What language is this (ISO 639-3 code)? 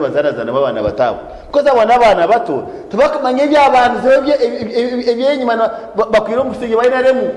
nyn